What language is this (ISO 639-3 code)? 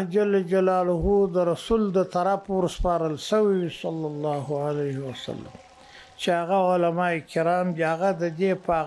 pus